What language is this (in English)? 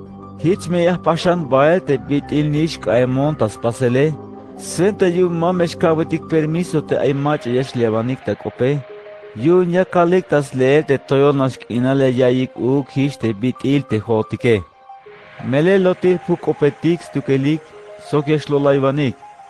Tzeltal